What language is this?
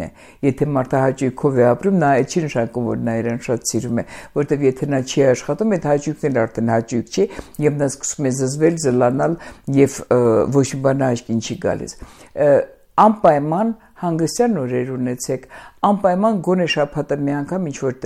Armenian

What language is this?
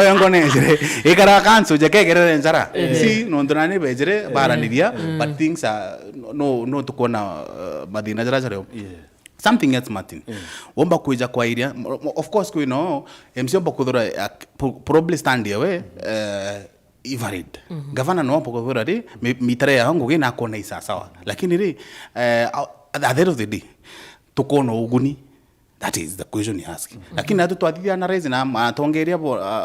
Meru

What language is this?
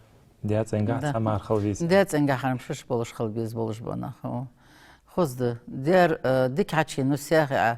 Ingush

